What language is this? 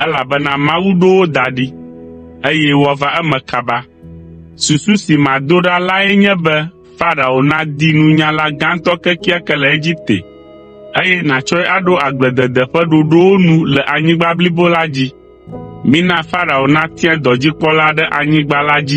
Ewe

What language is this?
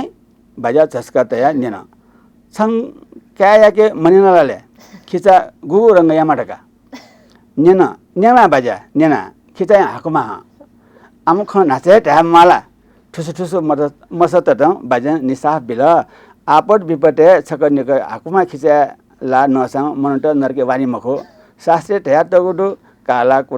Newari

